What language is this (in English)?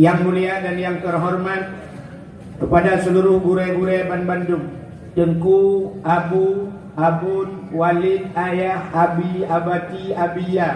Achinese